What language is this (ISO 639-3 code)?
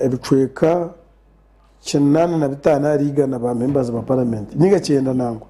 nyn